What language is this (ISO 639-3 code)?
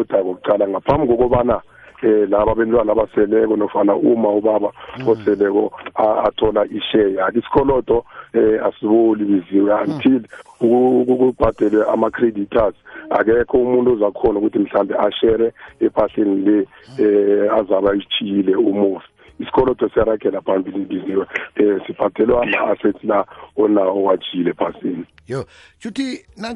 nbl